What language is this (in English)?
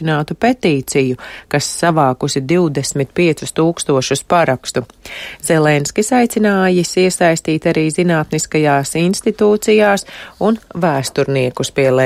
Latvian